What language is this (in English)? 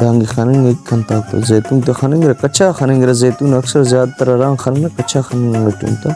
Brahui